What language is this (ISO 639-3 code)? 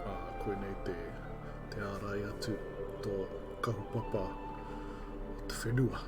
mri